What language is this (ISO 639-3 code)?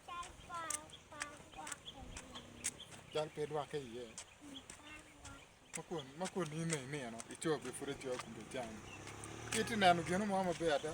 ach